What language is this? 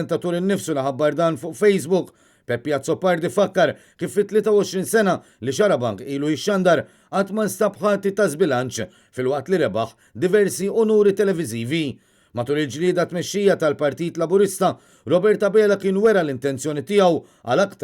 Maltese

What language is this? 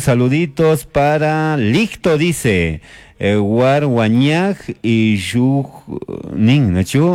Chimborazo Highland Quichua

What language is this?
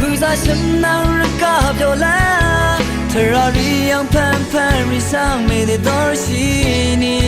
Rawang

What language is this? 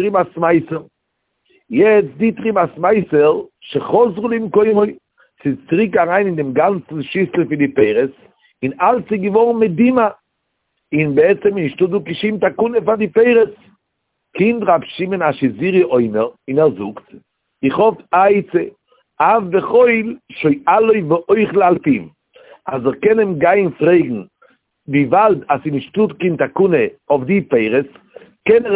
Yiddish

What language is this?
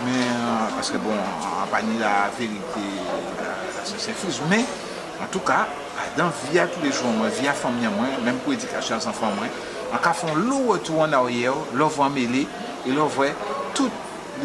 Guadeloupean Creole French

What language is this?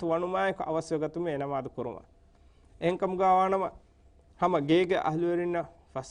Divehi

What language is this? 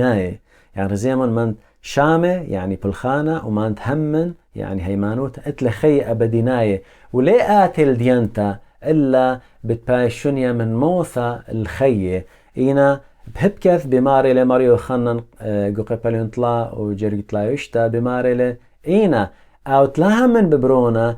Assyrian Neo-Aramaic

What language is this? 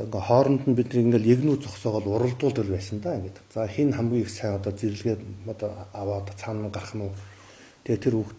Mongolian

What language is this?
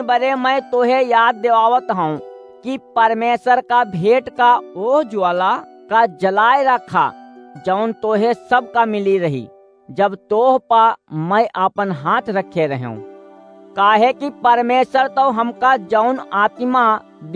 Awadhi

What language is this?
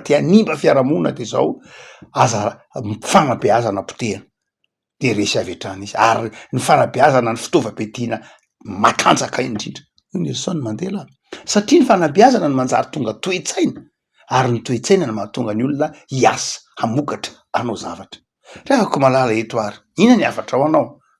Malagasy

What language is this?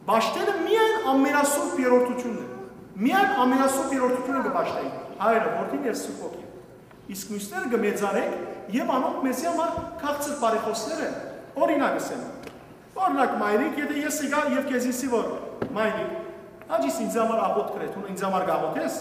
Western Armenian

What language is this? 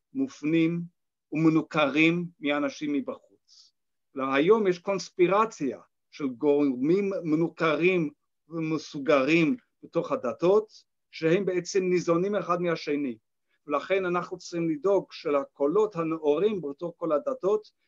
Hebrew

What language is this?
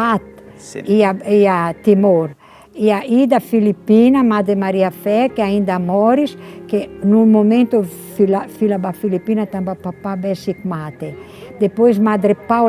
Tetum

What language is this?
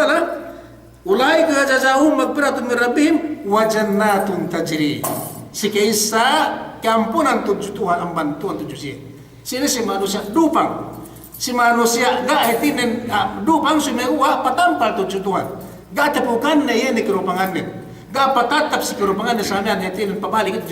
Yakan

